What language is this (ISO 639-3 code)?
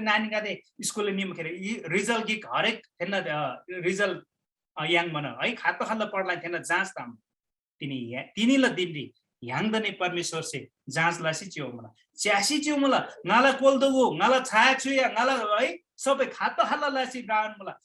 taj